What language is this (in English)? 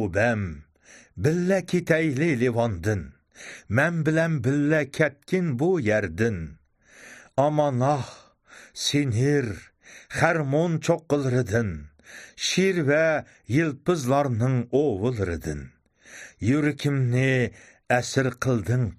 Uyghur